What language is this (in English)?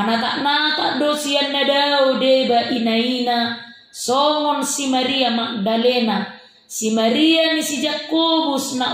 Batak Toba